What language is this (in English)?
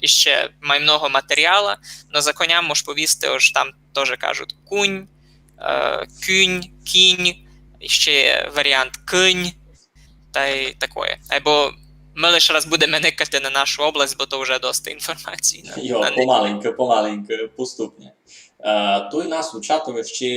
Rusyn